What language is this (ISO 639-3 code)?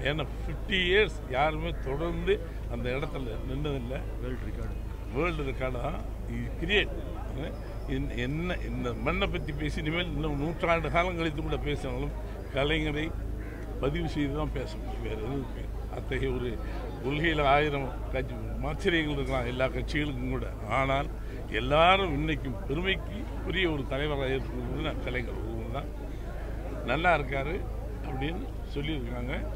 tam